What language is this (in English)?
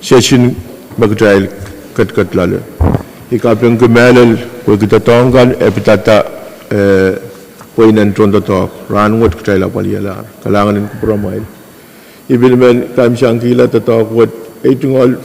Pohnpeian